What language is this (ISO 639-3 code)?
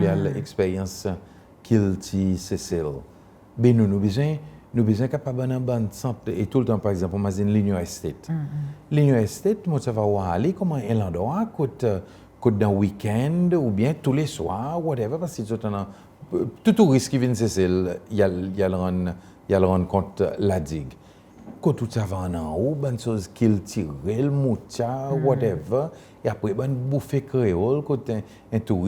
crs